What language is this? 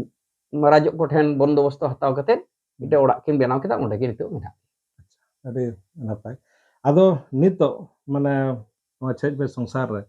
Santali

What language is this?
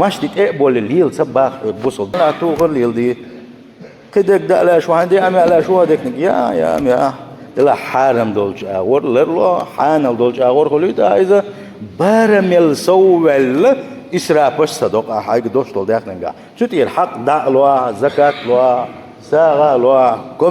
Chechen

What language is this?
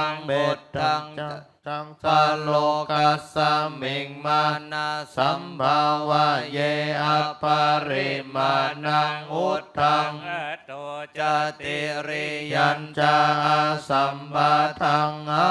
Pali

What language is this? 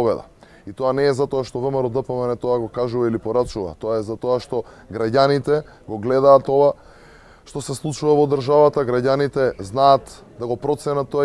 Macedonian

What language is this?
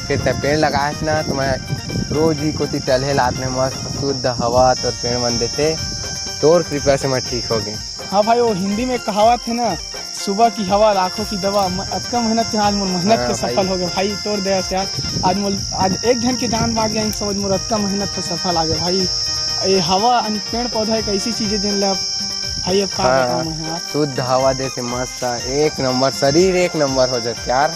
Chhattisgarhi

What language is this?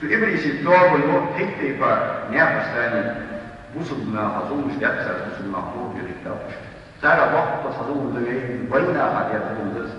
Ingush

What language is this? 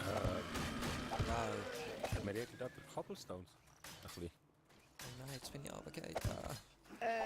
Swiss German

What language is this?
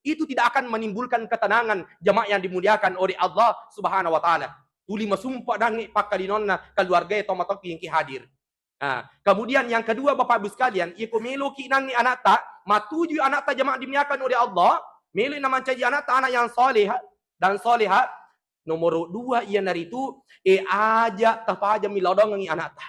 Buginese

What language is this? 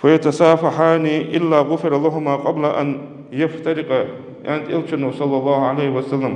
Ingush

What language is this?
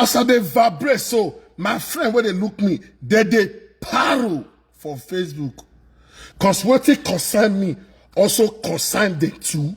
Nigerian Pidgin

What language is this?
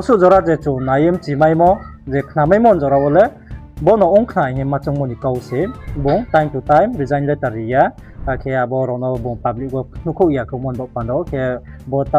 Riang (India)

